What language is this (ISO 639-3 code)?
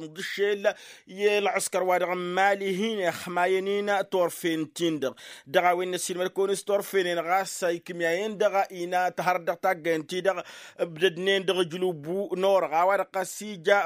taq